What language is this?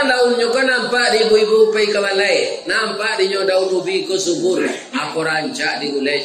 Minangkabau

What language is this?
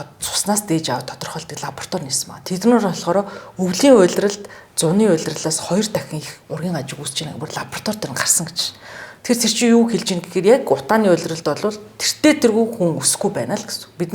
Mongolian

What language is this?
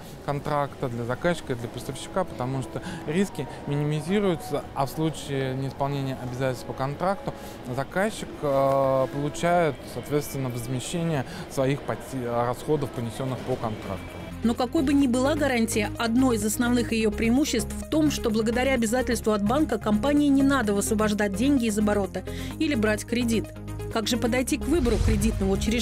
Russian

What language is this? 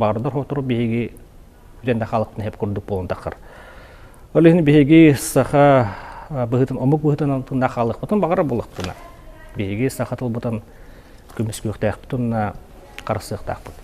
Yakut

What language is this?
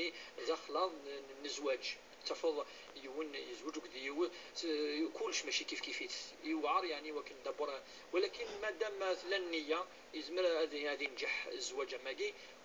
Kabyle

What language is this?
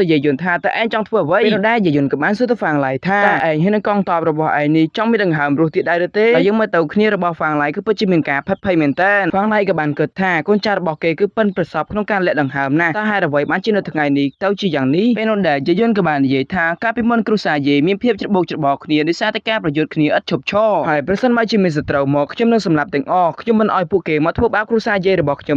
Khmer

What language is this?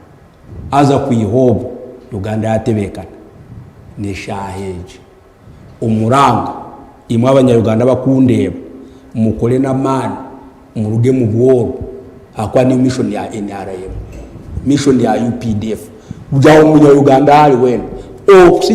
Nyankole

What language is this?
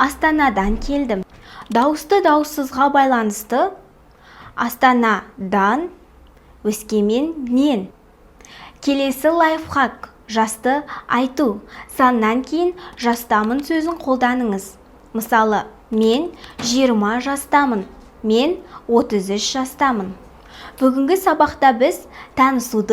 Kazakh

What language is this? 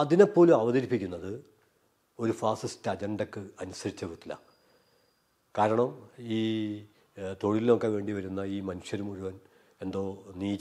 Malayalam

